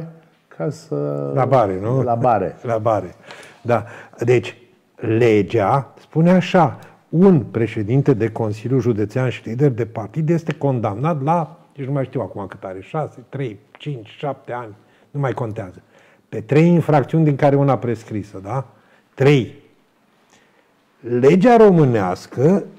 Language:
Romanian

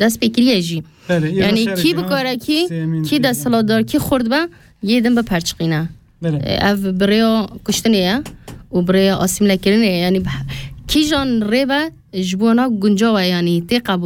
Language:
Kurdish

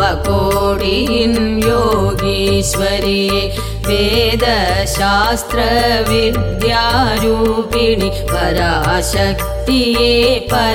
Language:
Tamil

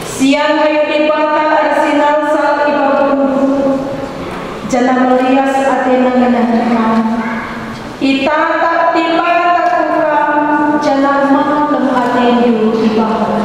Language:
Batak Karo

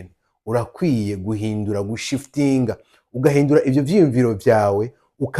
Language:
Rundi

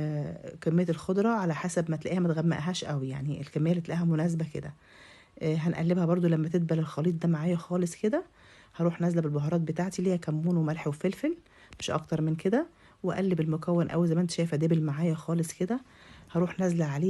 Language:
Egyptian Arabic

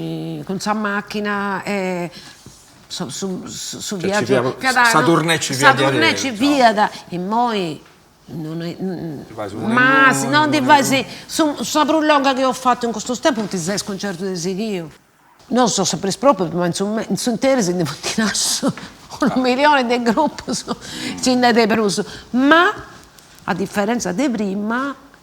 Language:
Sardinian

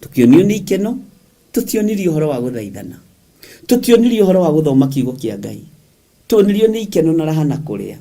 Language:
Kikuyu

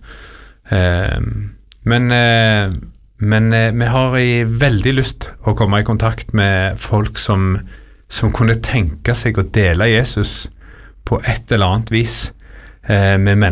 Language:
Norwegian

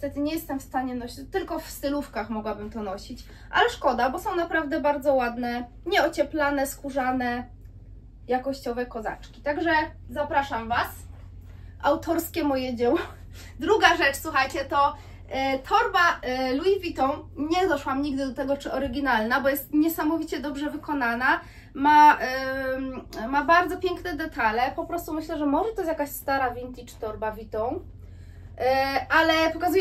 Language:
Polish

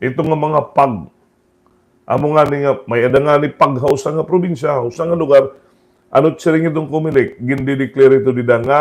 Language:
Waray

